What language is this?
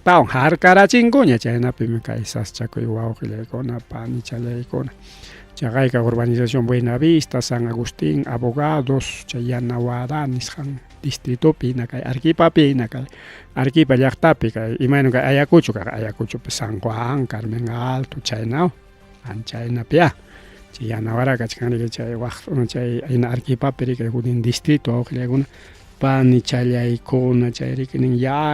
Ayacucho Quechua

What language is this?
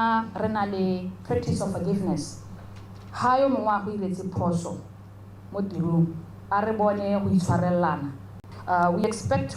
Tswana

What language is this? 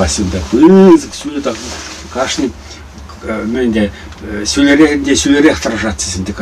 Chuvash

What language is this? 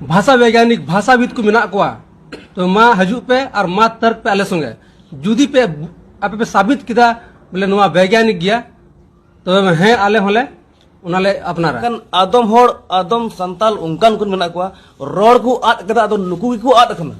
Santali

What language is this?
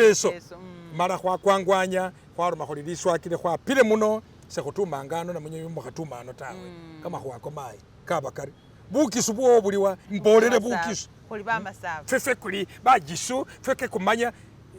Masaaba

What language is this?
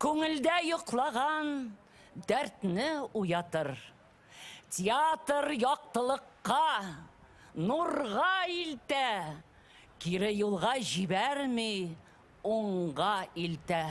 Tatar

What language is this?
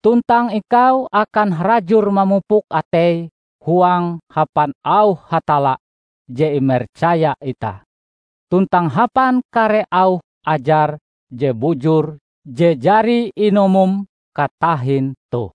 Ngaju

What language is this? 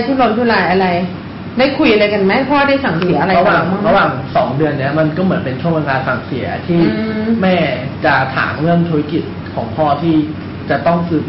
Thai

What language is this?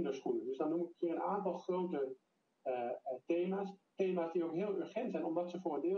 Dutch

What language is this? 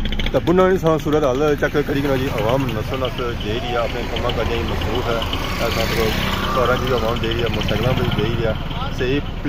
Pahari-Potwari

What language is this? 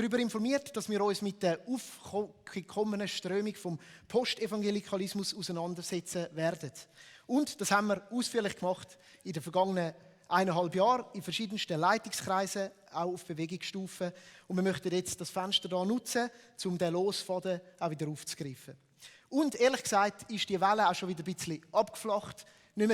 Swiss German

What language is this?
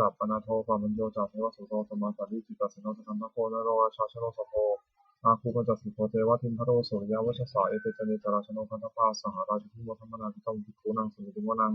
Pali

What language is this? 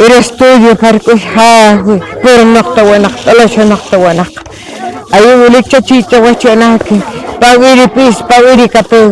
Poqomchi'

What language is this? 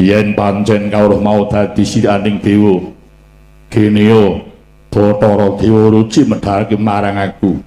Javanese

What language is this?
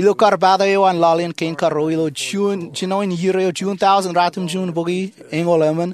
Marshallese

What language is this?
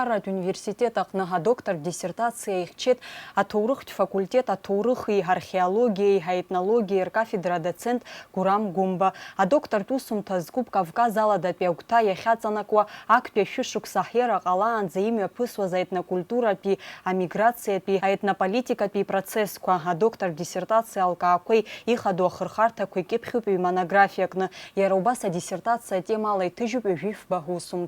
Abkhazian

